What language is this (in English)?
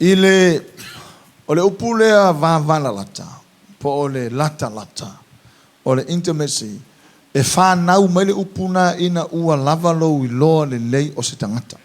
Samoan